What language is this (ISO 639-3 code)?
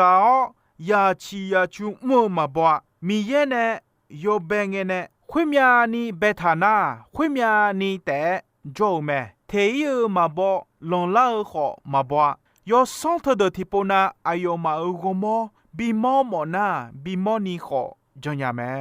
ahk